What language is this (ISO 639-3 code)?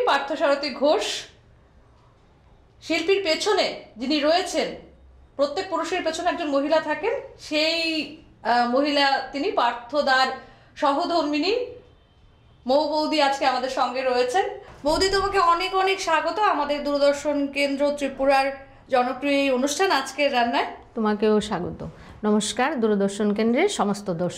ben